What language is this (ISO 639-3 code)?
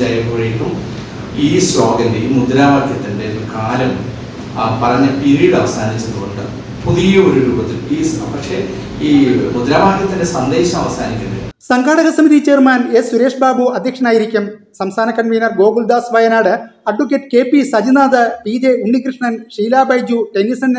mal